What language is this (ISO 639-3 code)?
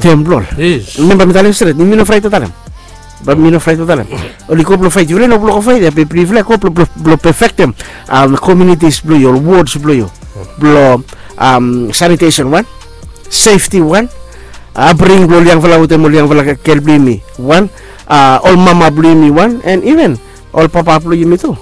bis